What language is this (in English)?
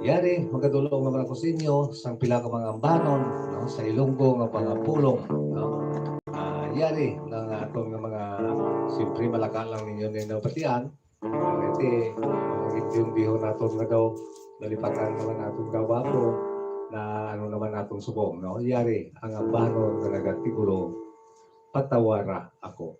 Hiligaynon